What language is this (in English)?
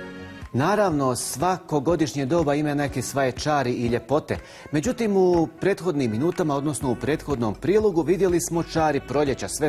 Bosnian